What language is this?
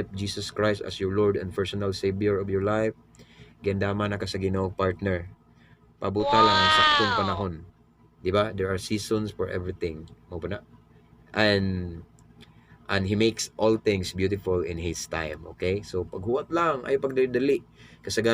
Cebuano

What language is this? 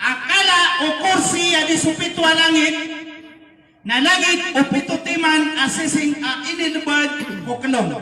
Maranao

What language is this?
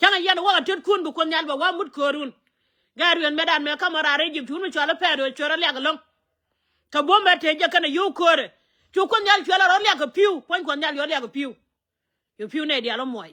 Nuer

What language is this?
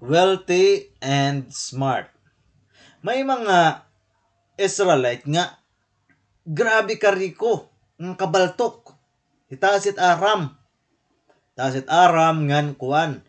Waray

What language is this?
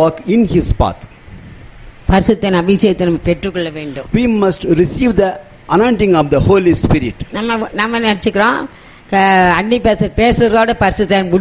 Tamil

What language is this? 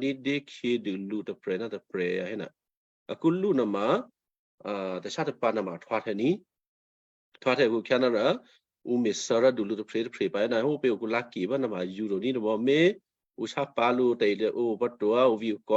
Western Kayah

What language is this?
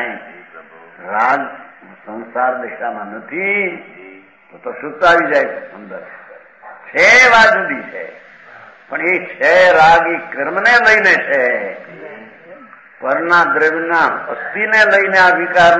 Gujarati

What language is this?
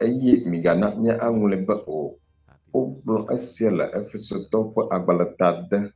Ewe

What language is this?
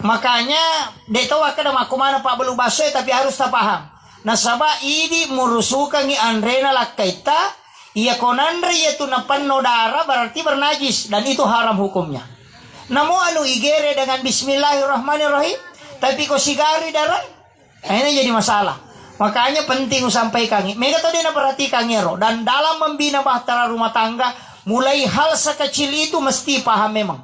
Buginese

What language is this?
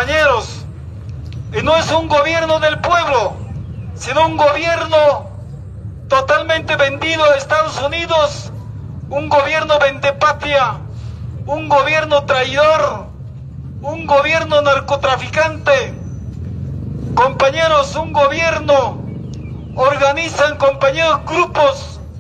Spanish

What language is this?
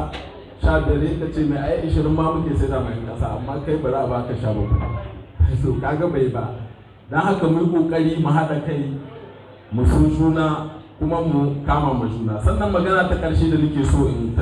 Hausa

